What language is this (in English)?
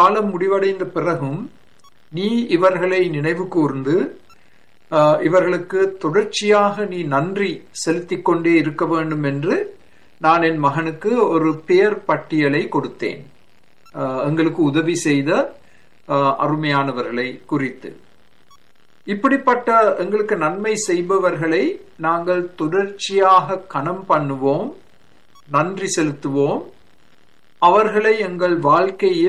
Tamil